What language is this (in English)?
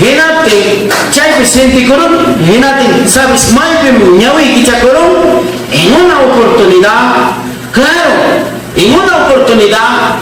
Ayacucho Quechua